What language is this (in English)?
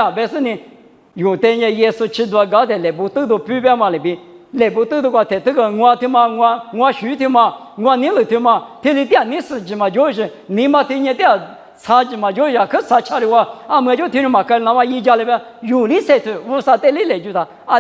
Lisu